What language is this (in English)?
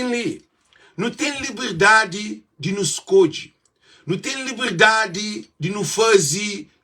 Kabuverdianu